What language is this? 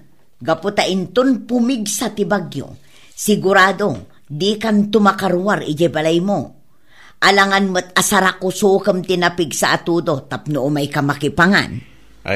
Iloko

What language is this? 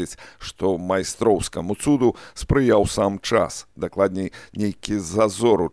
Belarusian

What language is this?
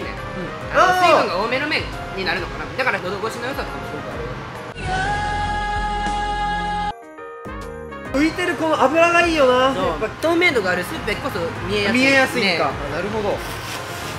Japanese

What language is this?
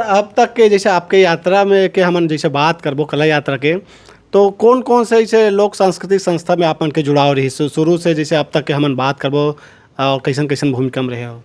Chhattisgarhi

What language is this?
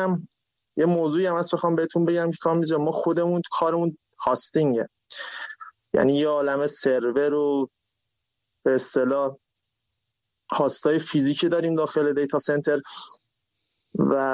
Persian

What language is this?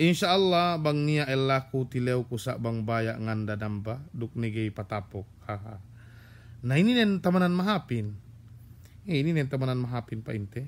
Yakan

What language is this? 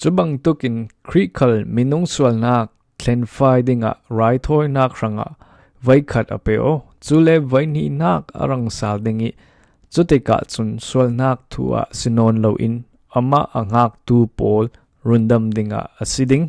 Falam Chin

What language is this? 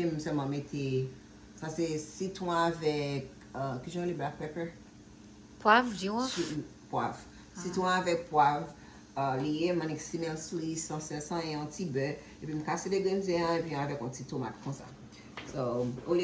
Haitian Creole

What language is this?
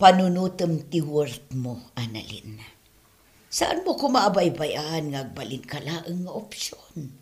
Iloko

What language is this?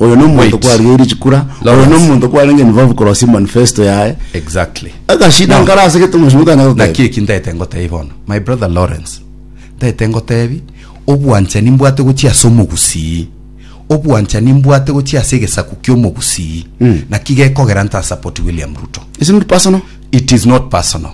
Gusii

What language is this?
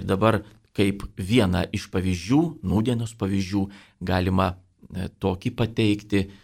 Lithuanian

